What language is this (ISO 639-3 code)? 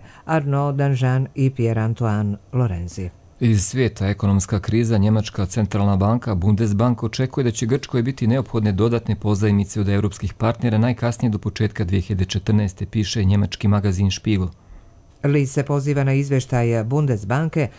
hrv